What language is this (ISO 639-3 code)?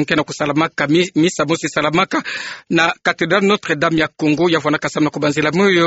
ktu